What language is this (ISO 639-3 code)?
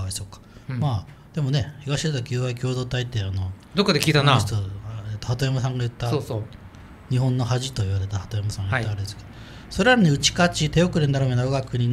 jpn